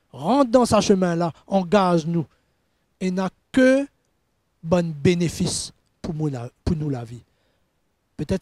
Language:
Morisyen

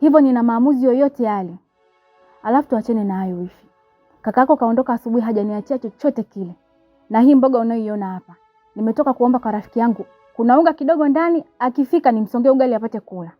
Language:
Swahili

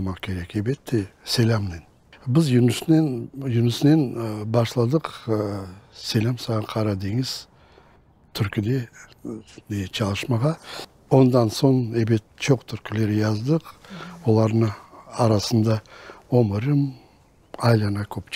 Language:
Crimean Tatar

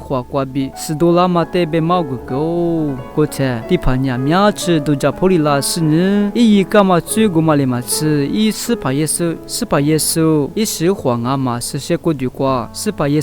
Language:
Lisu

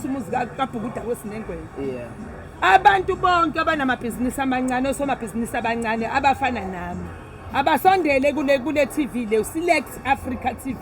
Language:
Zulu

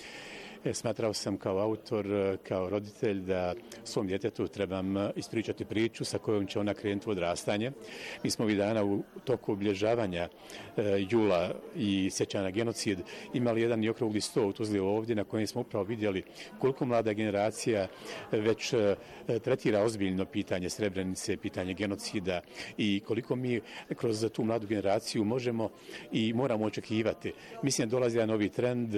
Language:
Bosnian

